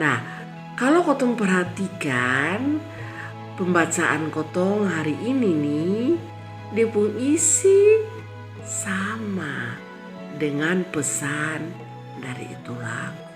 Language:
Kupang Malay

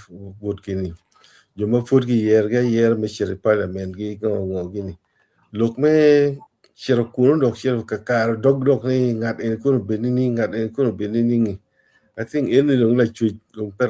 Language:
Acoli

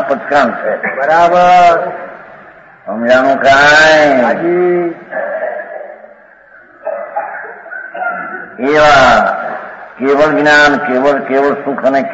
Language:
Gujarati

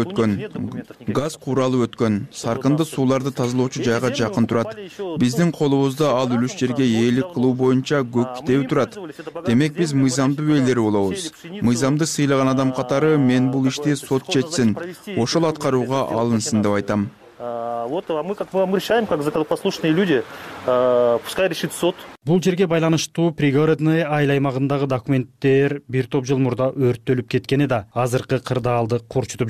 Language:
Kyrgyz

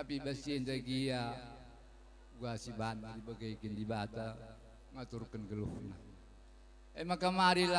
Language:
Batak Karo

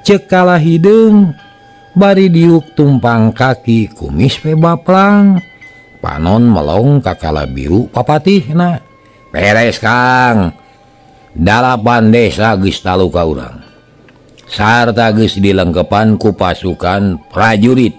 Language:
Sundanese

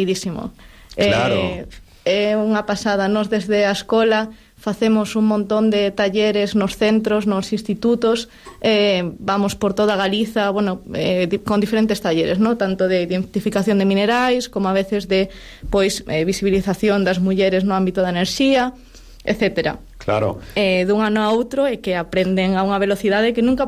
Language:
Galician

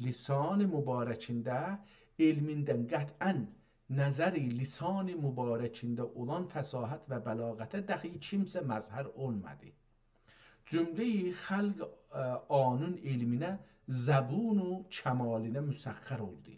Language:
South Azerbaijani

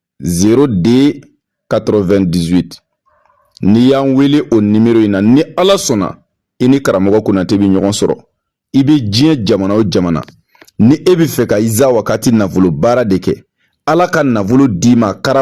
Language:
Bambara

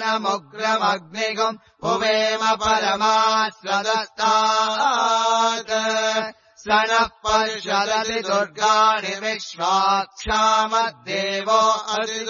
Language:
Sanskrit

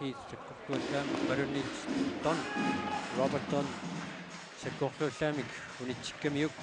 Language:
Kalaallisut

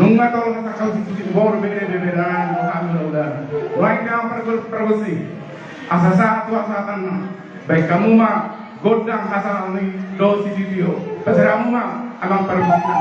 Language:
Batak Toba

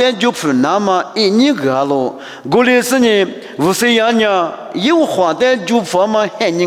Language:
Lisu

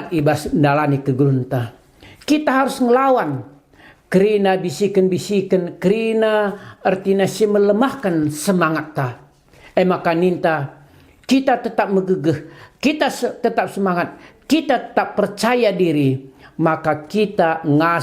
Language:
Batak Karo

